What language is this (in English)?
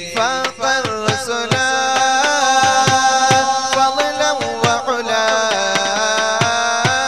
Malayalam